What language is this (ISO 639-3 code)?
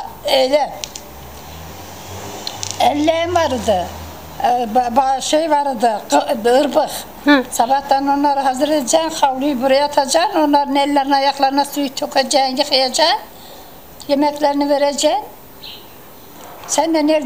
tur